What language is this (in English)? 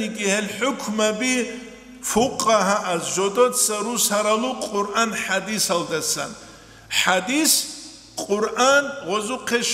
Avaric